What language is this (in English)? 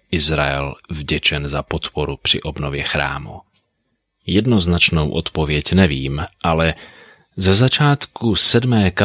Czech